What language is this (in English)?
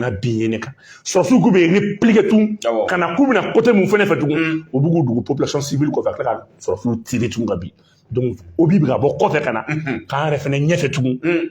Bambara